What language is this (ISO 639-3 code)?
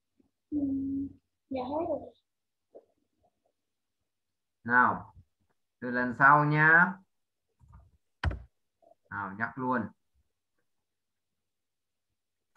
vie